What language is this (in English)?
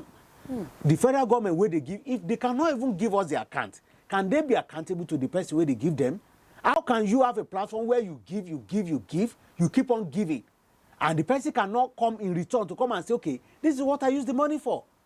Nigerian Pidgin